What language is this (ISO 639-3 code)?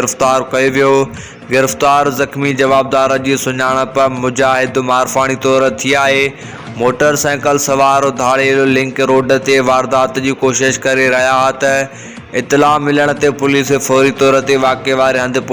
snd